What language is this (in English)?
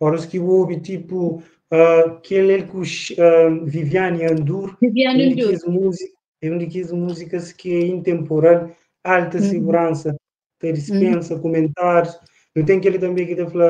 Kabuverdianu